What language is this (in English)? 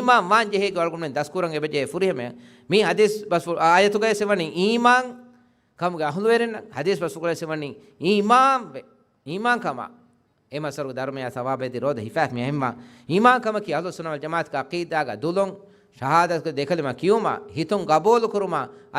Divehi